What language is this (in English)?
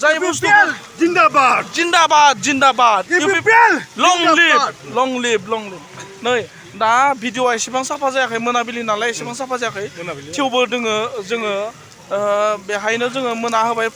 Bodo